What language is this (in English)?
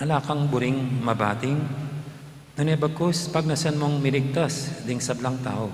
Pampanga